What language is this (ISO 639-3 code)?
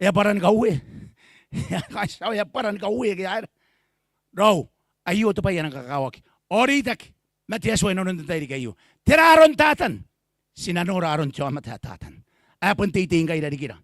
gil